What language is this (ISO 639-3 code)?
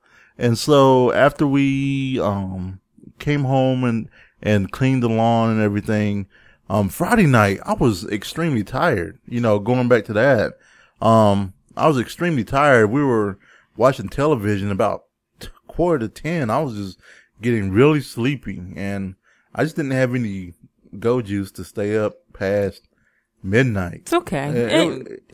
eng